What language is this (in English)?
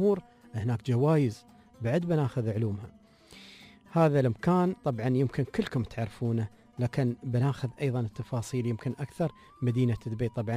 Gulf Arabic